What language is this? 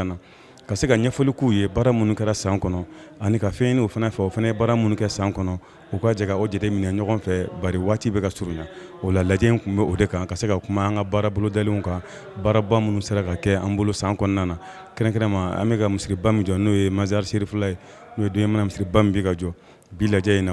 Bambara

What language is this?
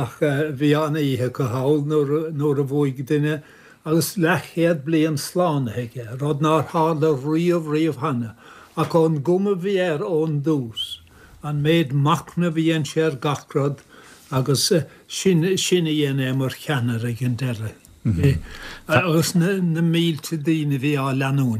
Irish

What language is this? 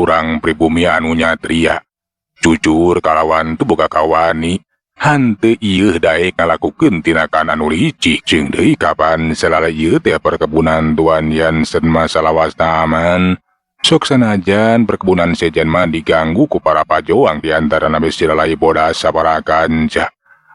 Sundanese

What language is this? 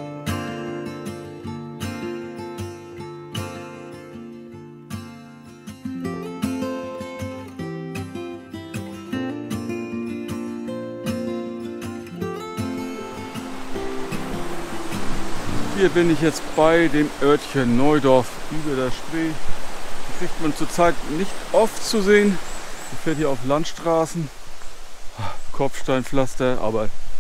German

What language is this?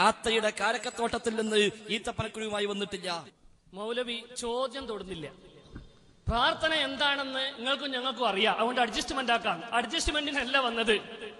Malayalam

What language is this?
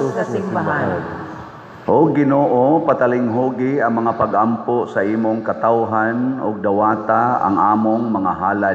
Cebuano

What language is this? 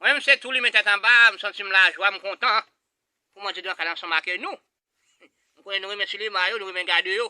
Haitian Creole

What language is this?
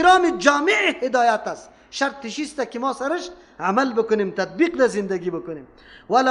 Persian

